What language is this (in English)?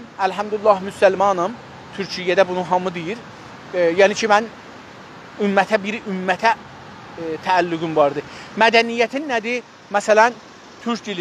South Azerbaijani